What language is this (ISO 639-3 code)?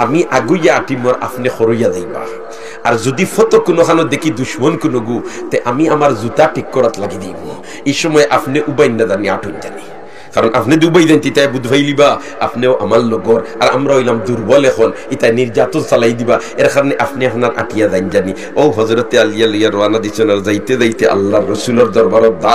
syl